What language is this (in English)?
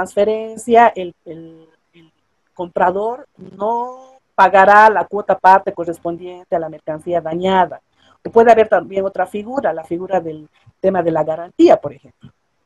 Spanish